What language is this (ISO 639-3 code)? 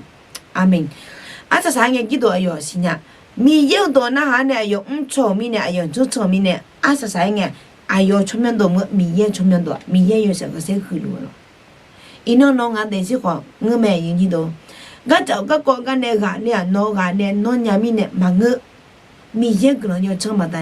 ahk